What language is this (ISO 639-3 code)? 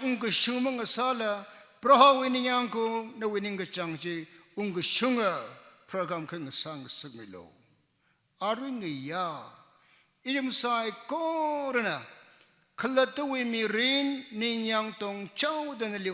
nmf